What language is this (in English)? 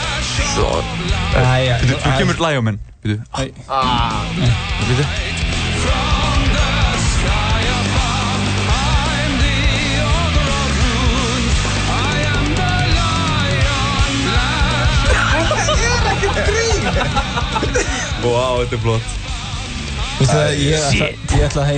Icelandic